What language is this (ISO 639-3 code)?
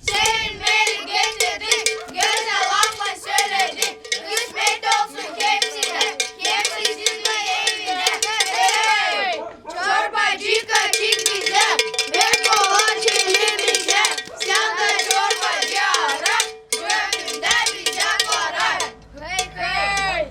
gag